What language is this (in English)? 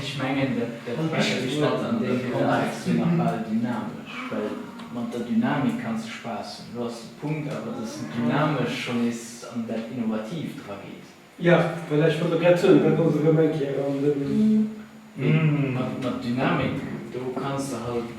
Luxembourgish